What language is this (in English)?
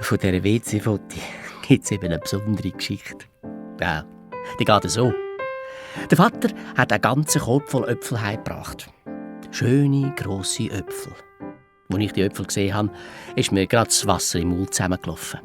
Swiss German